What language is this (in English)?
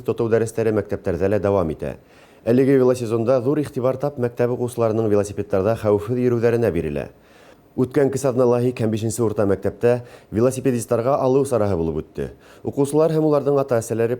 Bashkir